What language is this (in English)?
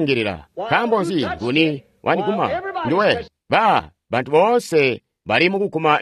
Tonga (Zambia)